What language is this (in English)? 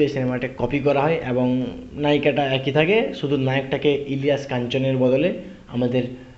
Bangla